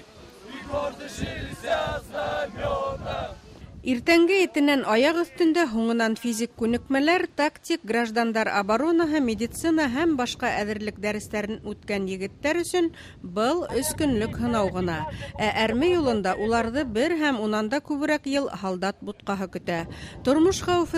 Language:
Bashkir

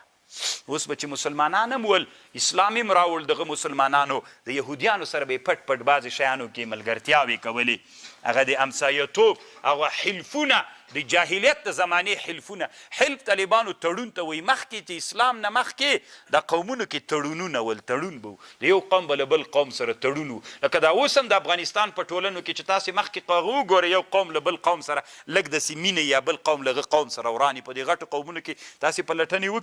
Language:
Pashto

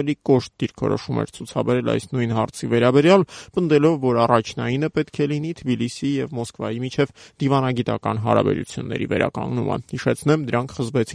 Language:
Armenian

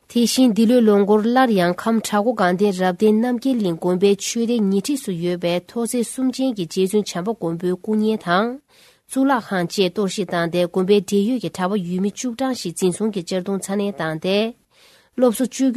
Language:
Tibetan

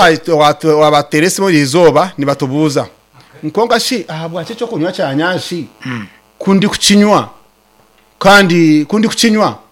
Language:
Nyankole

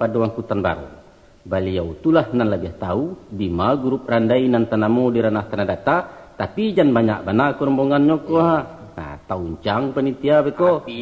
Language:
Minangkabau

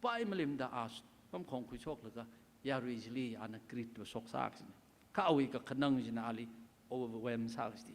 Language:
Tangkhul Naga (India)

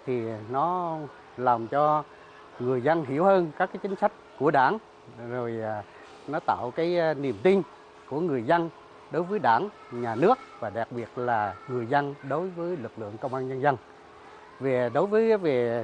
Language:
Vietnamese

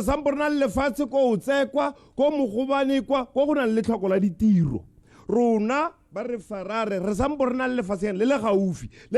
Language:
Tswana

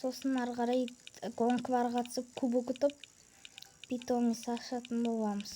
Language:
Kazakh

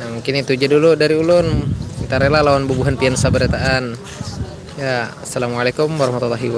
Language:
Banjar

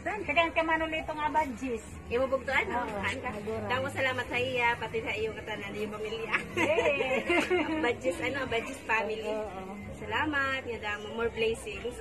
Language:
Waray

